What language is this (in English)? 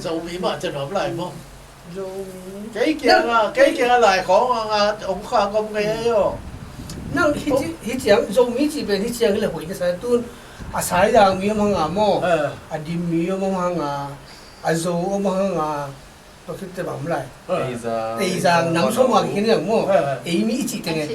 Tedim Chin